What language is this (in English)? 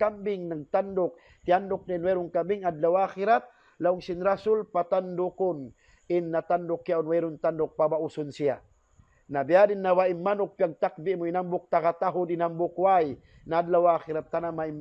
Tausug